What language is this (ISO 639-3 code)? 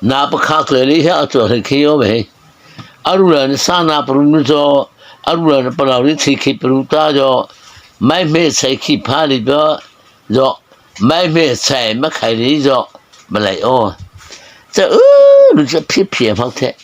mrh